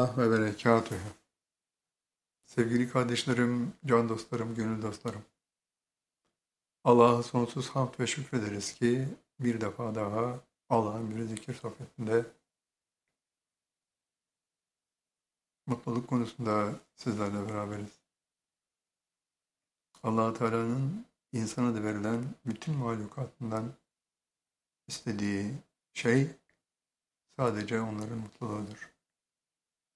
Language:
Turkish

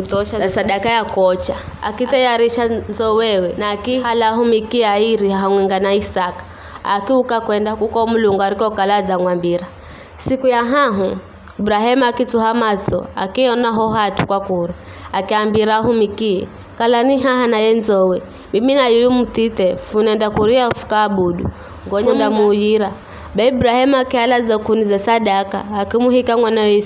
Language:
Giryama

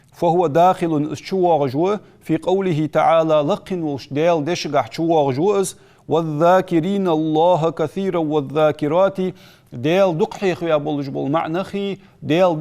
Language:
Ingush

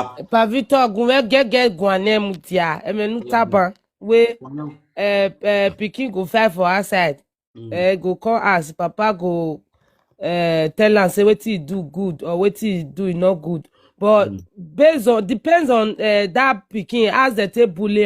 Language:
Nigerian Pidgin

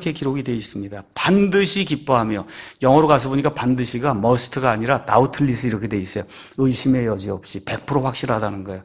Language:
Korean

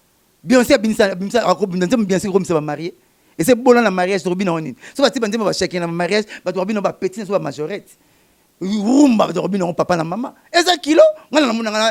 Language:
Lingala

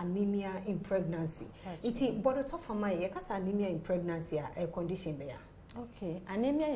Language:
Akan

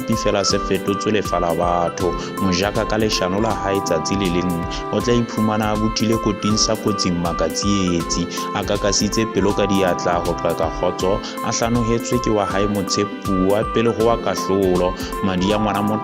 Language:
Southern Sotho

